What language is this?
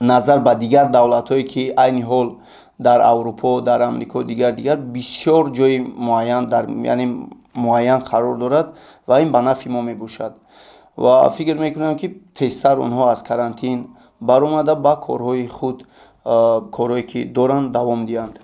Tajik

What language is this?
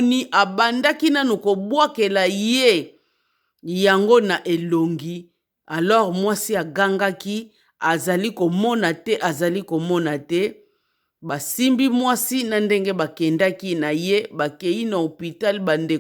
Lingala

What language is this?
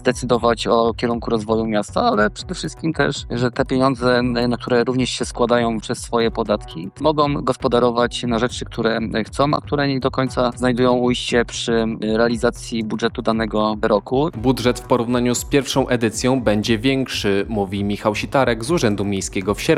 Polish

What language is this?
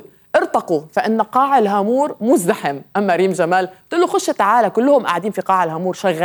North Levantine Arabic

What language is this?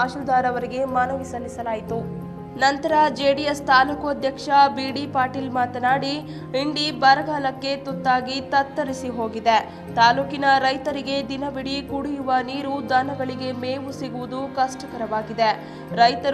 Kannada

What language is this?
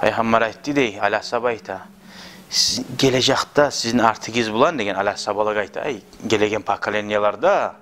Kumyk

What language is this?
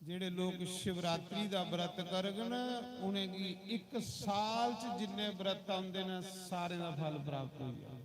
Dogri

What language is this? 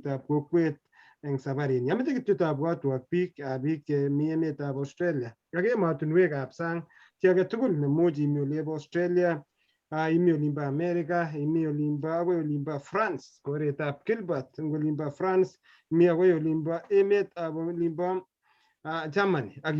Kalenjin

